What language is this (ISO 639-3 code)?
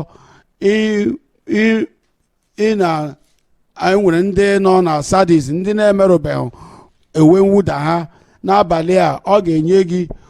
ibo